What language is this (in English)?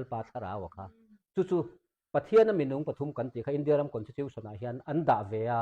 Mizo